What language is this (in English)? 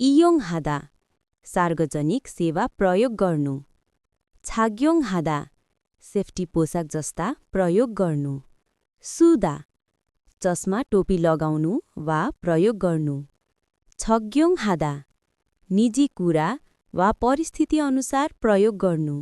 Nepali